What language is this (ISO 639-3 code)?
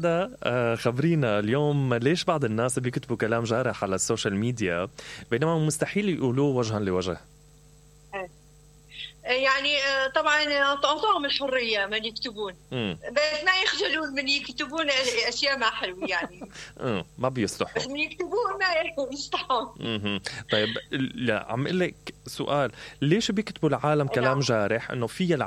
acm